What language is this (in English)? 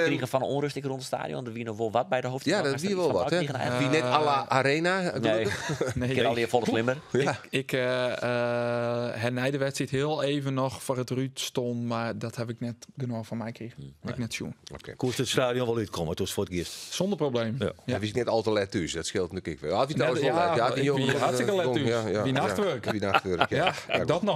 Western Frisian